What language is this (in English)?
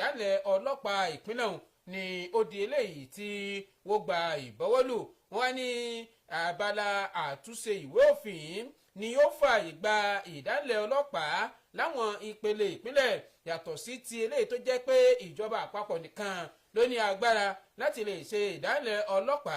Yoruba